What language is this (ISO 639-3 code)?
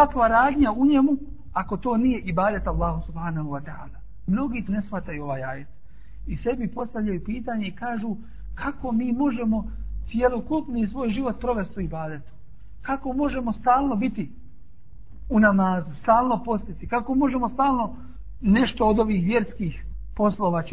bos